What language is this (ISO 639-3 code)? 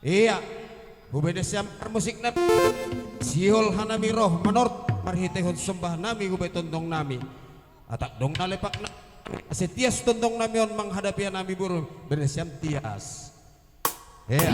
bts